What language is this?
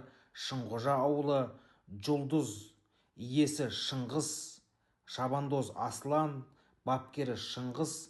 Kazakh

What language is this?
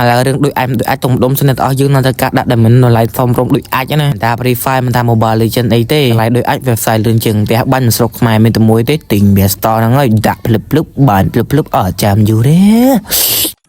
Khmer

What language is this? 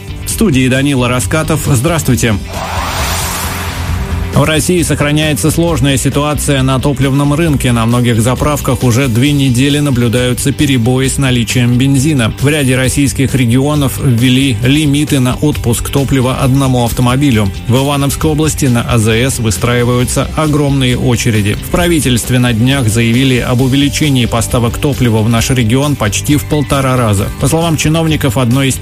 Russian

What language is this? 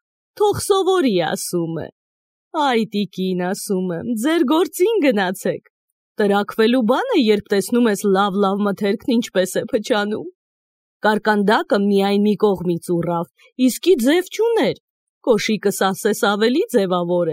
Armenian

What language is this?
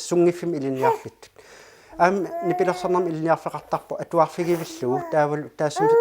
Kalaallisut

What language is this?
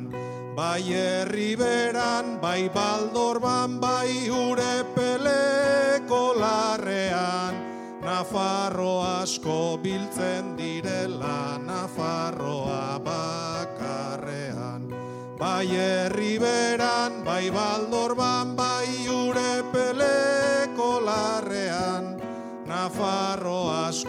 Basque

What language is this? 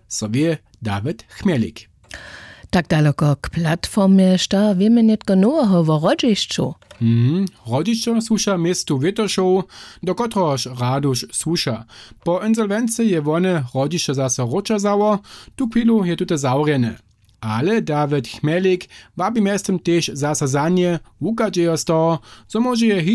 Upper Sorbian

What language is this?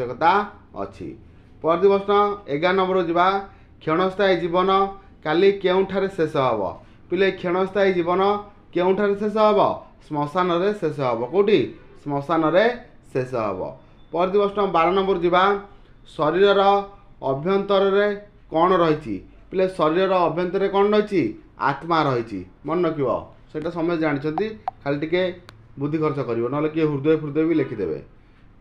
Odia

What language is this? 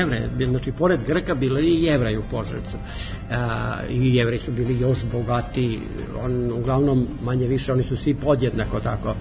Serbian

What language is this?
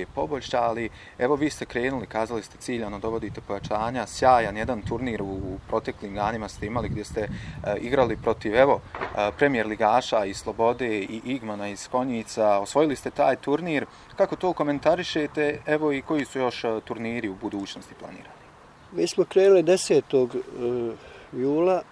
Bosnian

